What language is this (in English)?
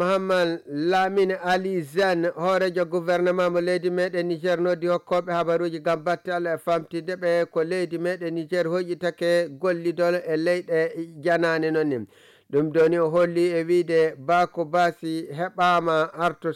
Nigerian Fulfulde